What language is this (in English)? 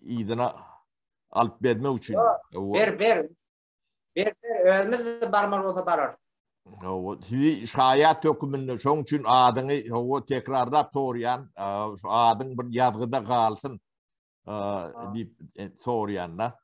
Turkmen